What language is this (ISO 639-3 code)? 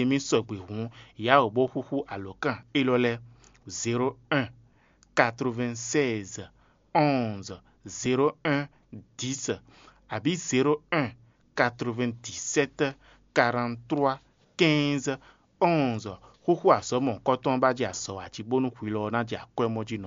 fon